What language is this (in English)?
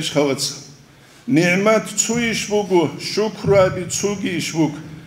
Avaric